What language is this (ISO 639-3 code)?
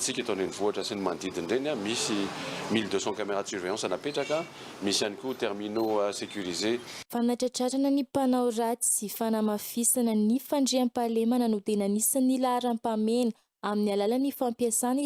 mlg